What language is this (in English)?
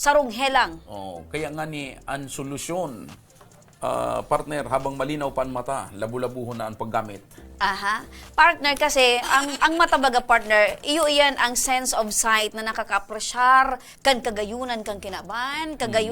Bikol